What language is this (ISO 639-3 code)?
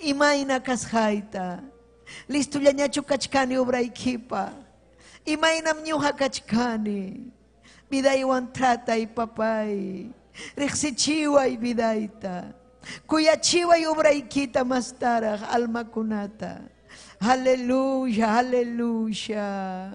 quy